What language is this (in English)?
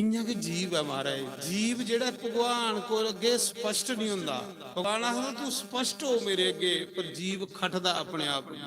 Dogri